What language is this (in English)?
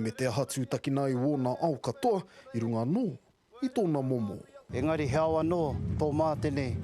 Māori